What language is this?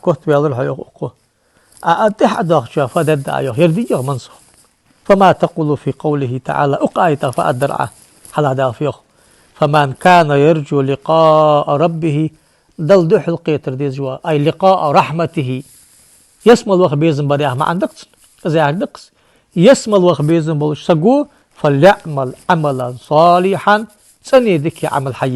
Ingush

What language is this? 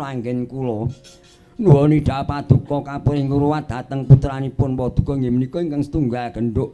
Javanese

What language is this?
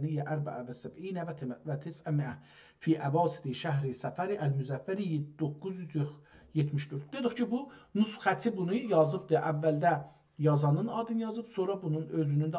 South Azerbaijani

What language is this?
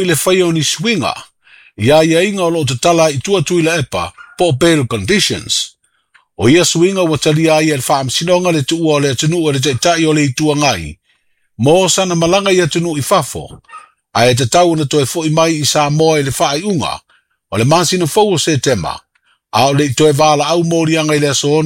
Samoan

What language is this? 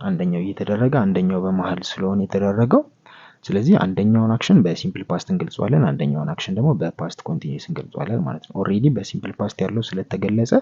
Amharic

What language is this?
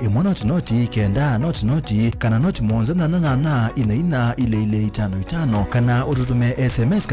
Kamba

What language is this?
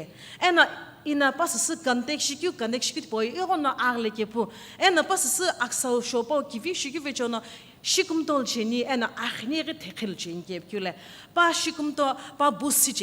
Sumi Naga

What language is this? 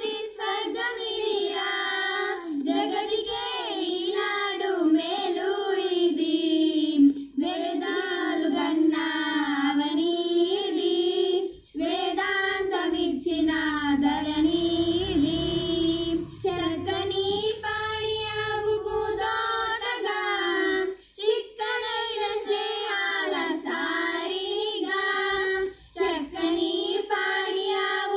Telugu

